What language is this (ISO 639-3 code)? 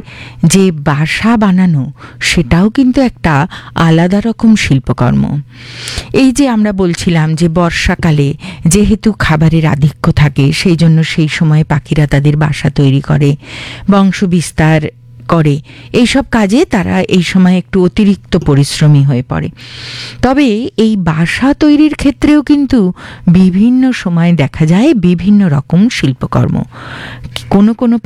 ben